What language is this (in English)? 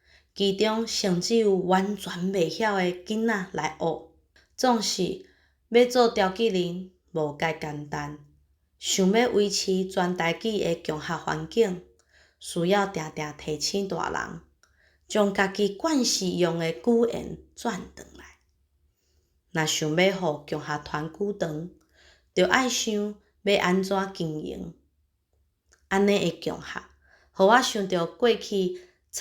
Min Nan Chinese